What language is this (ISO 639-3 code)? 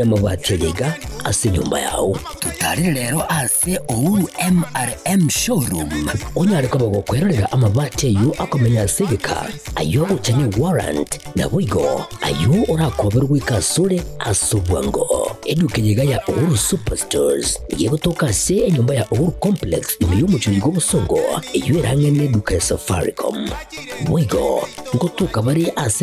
guz